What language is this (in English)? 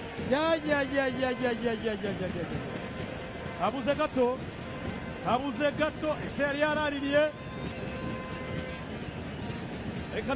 Kinyarwanda